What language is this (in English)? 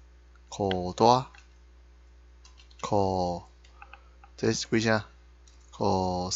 Min Nan Chinese